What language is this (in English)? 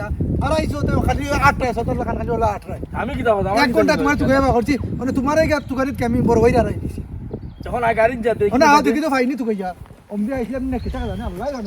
Sylheti